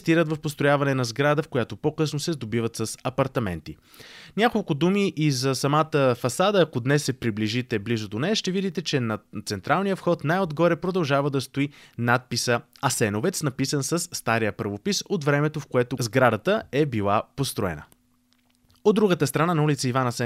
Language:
Bulgarian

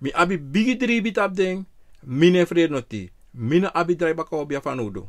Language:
Sranan Tongo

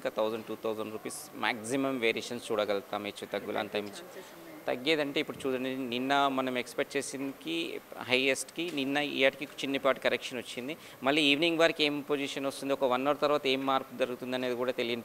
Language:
Telugu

